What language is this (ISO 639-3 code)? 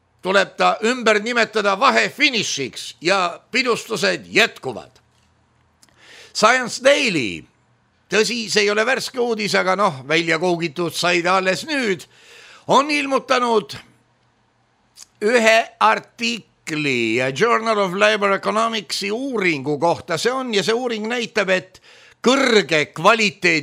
est